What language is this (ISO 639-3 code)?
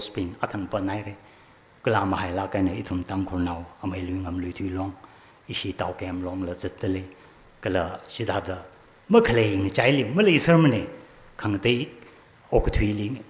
nmf